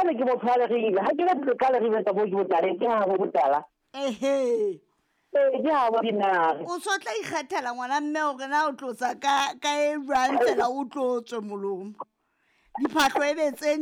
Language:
Southern Sotho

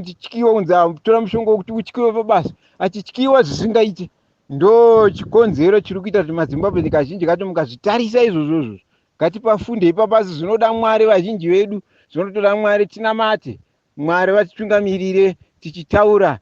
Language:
Shona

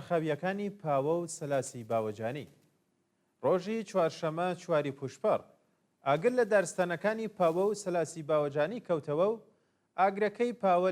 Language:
Central Kurdish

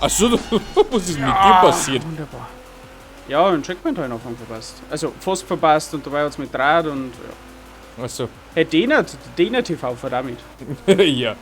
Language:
Bavarian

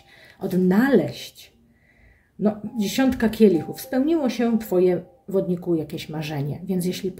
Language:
Polish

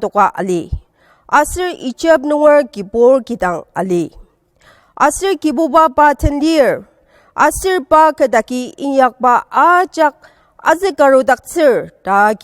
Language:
Ao Naga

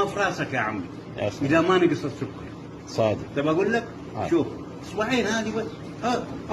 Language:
Egyptian Arabic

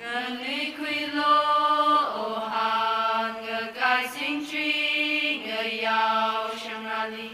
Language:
Tangkhul Naga (India)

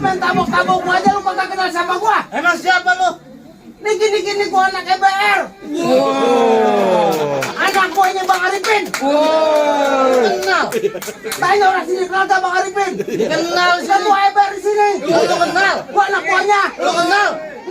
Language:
Betawi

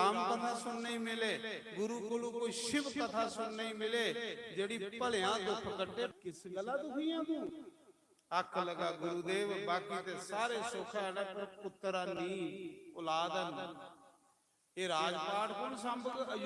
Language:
Dogri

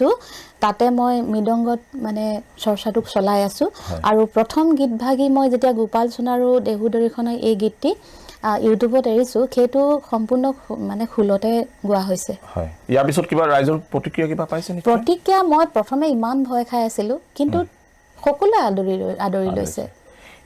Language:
Assamese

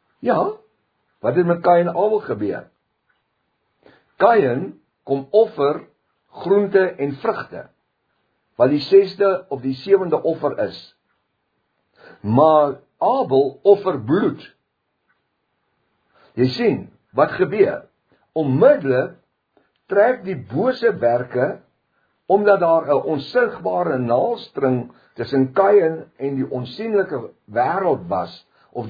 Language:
Afrikaans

